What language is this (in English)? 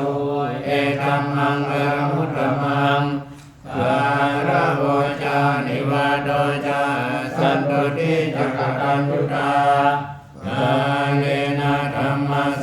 Pali